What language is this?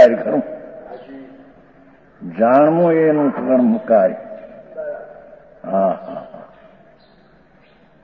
Gujarati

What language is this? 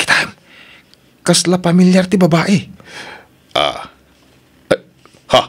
Iloko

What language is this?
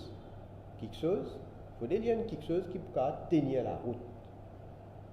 Morisyen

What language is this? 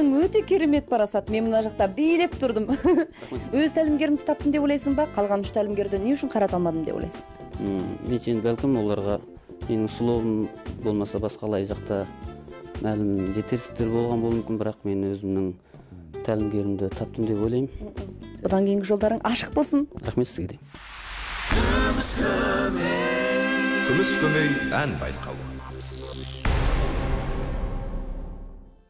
Kazakh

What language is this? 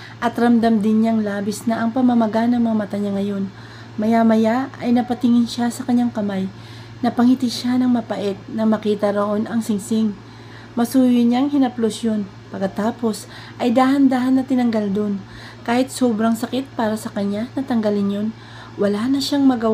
Filipino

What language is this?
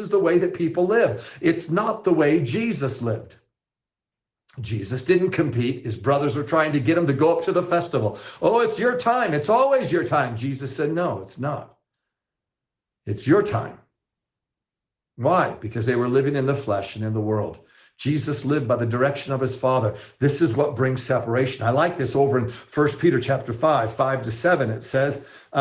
English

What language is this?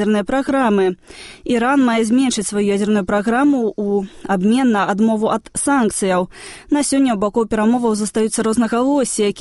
Belarusian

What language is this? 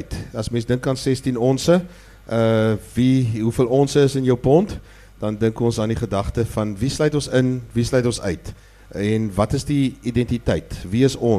Afrikaans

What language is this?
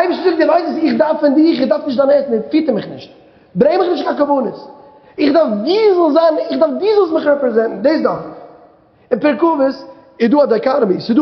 Yiddish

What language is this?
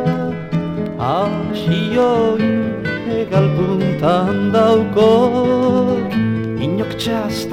Basque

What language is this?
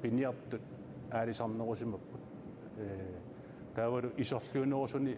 Kalaallisut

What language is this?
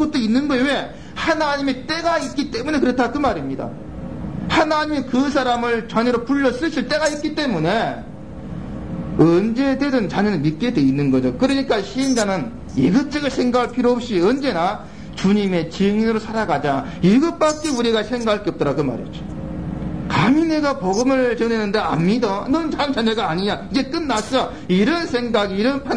Korean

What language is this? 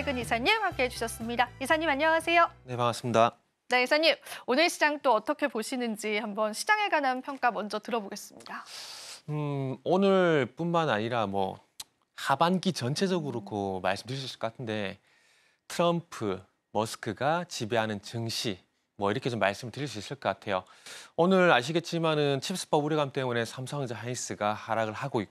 Korean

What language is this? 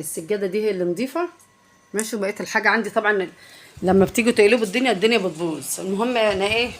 Egyptian Arabic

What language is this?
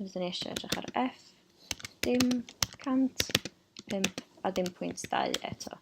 Welsh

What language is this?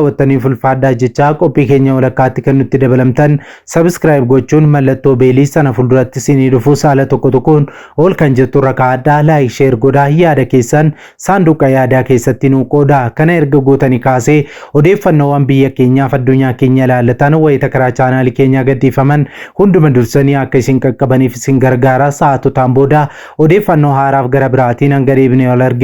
Oromo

